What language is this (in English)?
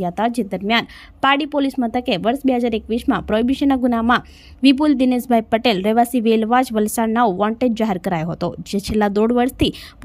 Gujarati